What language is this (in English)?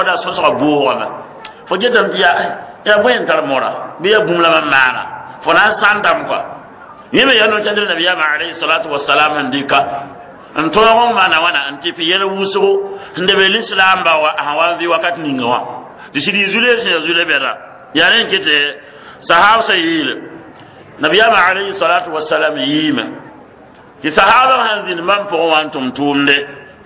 Mossi